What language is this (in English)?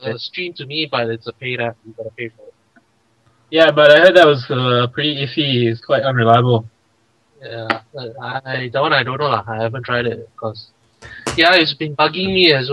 English